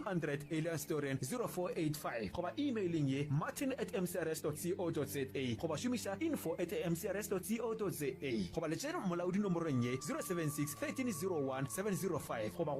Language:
Northern Sotho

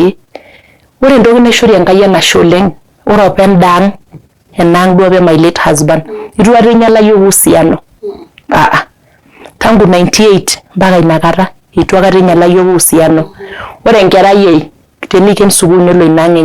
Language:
Masai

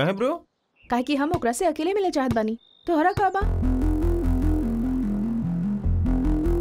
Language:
Bhojpuri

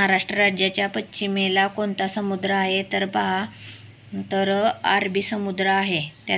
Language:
Marathi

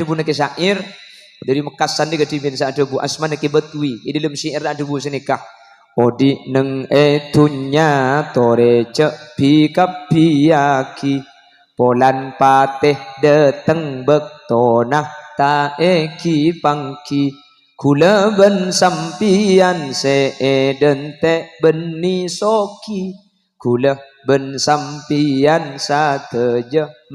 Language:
Madurese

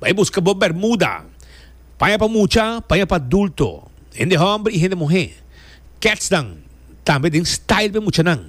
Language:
Papiamento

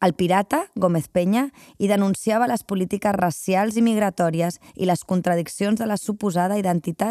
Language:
Catalan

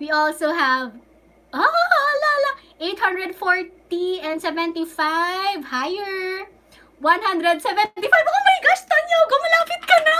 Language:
Hiligaynon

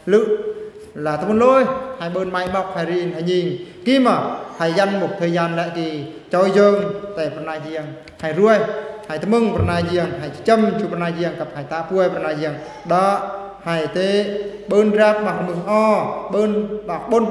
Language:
Eastern Bru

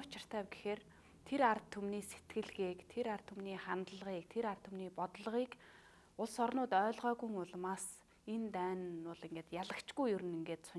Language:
Mongolian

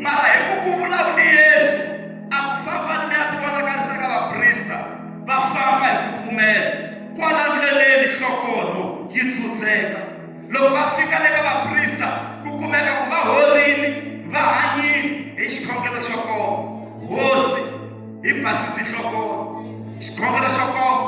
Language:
Tsonga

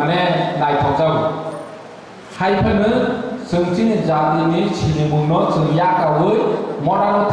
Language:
Kok Borok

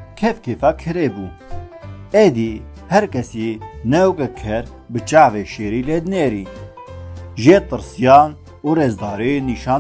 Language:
Kurdish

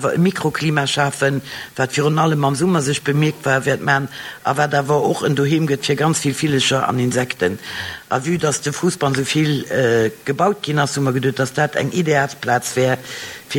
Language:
Luxembourgish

